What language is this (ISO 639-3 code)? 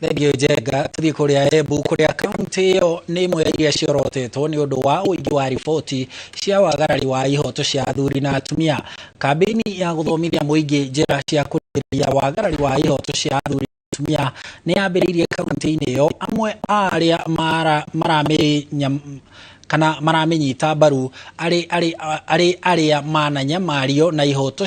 kik